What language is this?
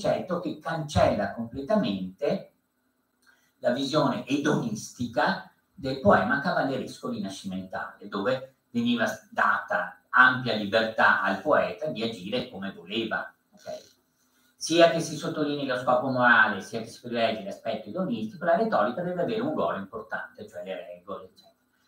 Italian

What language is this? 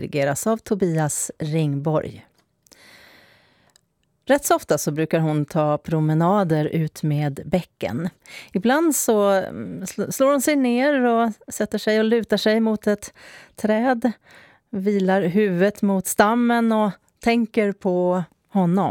Swedish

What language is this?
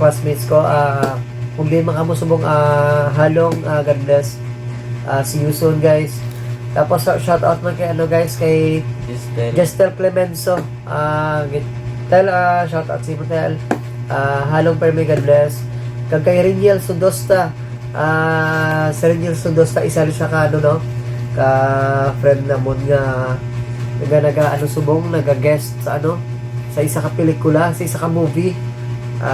Hiligaynon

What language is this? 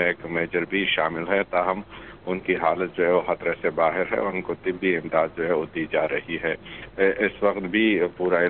Urdu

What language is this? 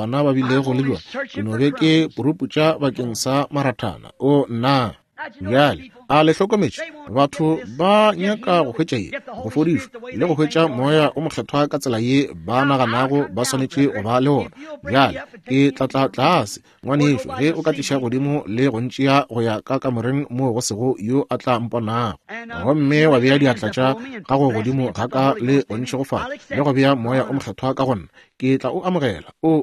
Northern Sotho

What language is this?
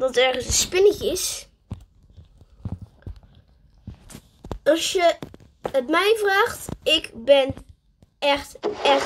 Dutch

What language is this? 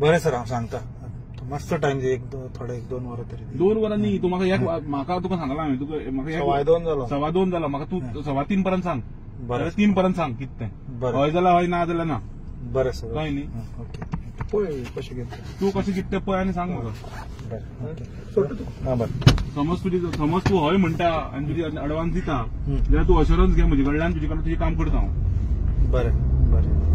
Konkani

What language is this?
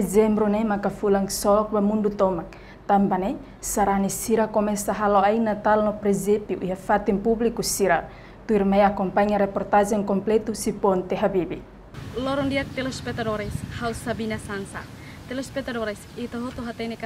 Tetum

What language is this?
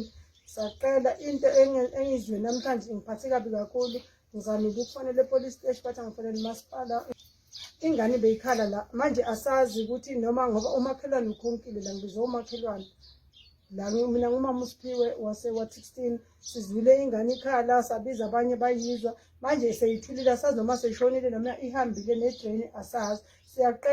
Zulu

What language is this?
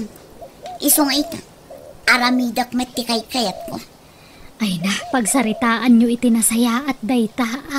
Iloko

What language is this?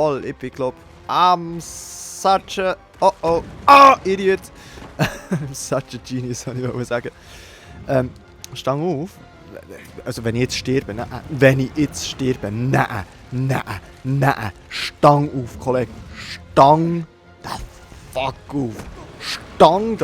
Swiss German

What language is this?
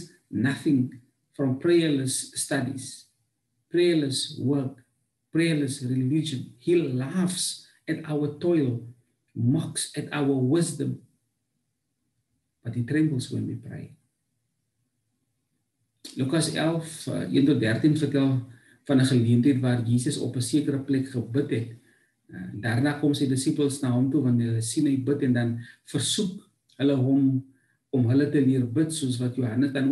Afrikaans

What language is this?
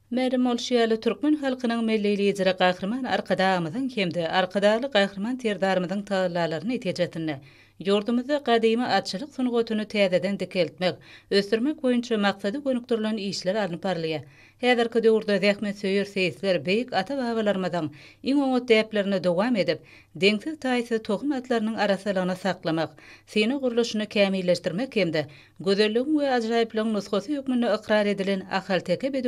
Turkmen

